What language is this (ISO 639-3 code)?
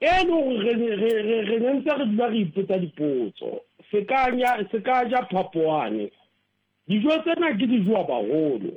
sot